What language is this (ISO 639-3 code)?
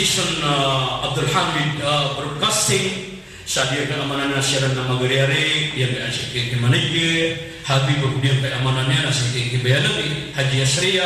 mrw